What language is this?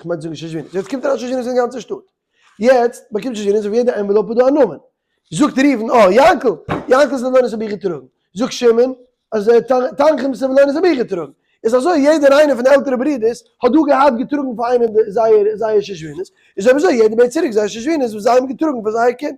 Yiddish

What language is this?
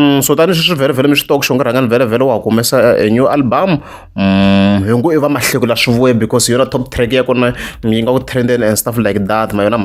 Tsonga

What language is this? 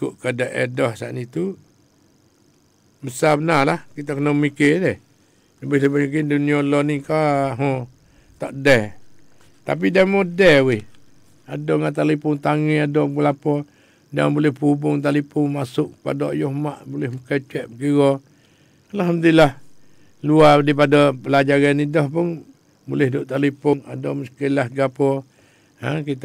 Malay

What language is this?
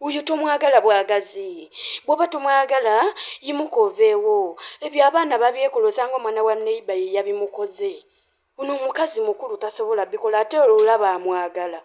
Ganda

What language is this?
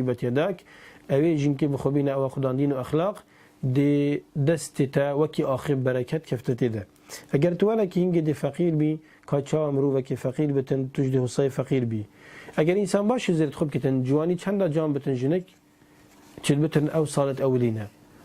Kurdish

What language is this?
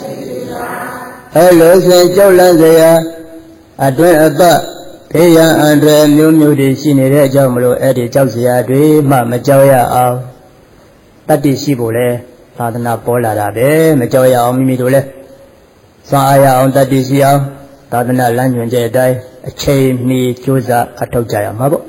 Burmese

